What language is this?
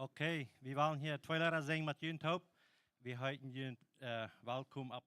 Plautdietsch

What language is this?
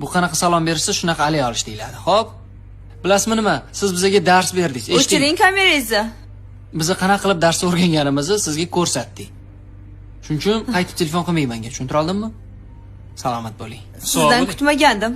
Uzbek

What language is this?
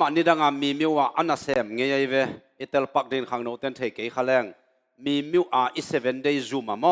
Tedim Chin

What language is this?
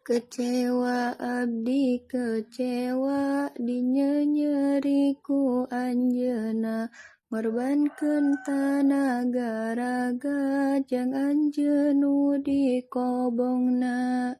Sundanese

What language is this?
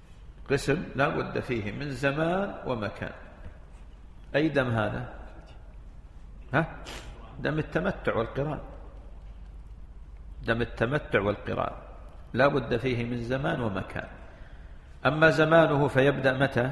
Arabic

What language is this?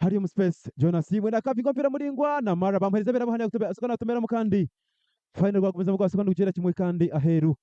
Nyankole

